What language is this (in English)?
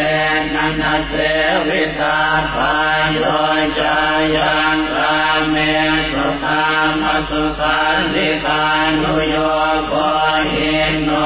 Pali